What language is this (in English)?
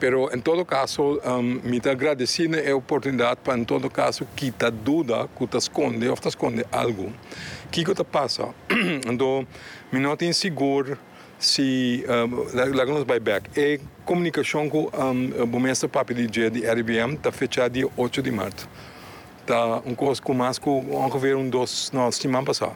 Papiamento